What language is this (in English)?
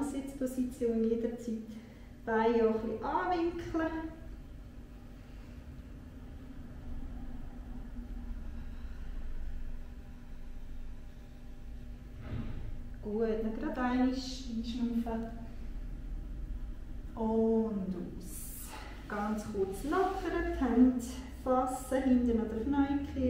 German